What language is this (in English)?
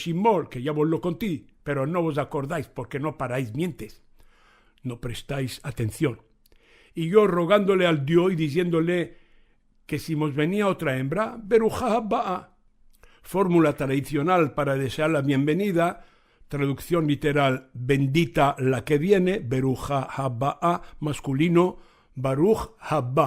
Ladino